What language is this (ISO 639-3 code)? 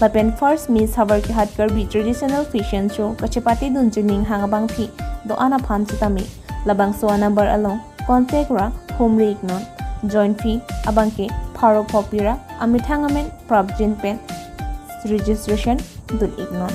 mjw